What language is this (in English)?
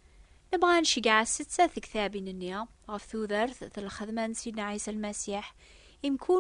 Kabyle